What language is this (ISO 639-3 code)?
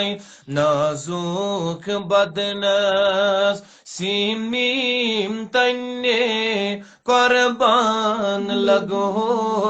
kas